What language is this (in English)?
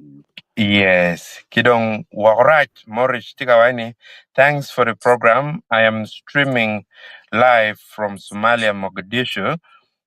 Acoli